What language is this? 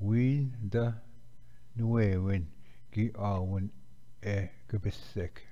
Ojibwa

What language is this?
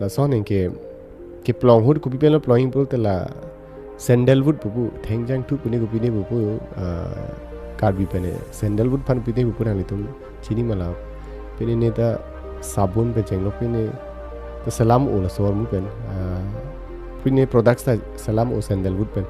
Karbi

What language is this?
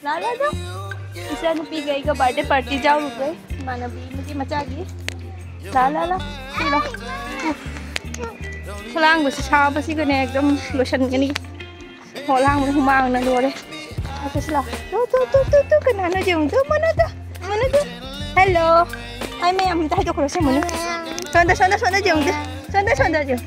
Manipuri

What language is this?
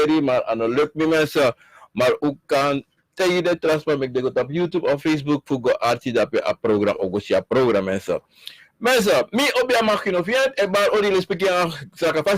Sranan Tongo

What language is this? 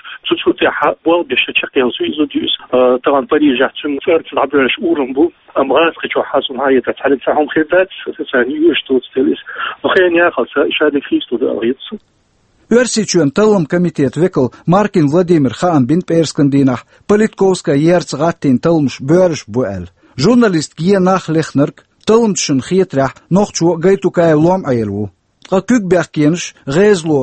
Chechen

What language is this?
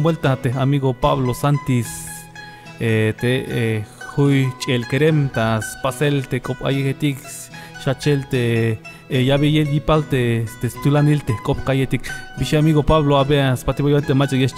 Tzeltal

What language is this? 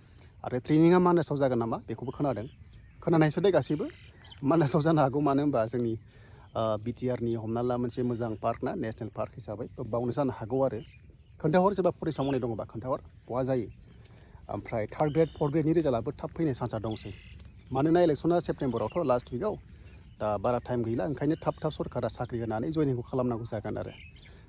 Bodo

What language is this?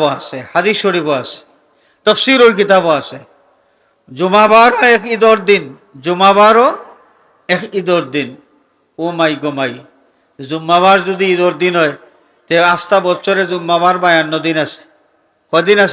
Sylheti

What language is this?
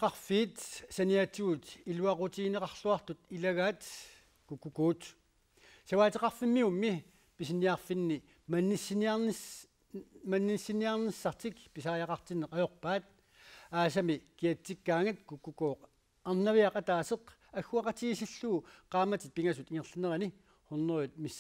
Kalaallisut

